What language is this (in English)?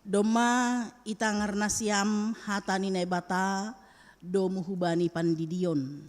Batak Simalungun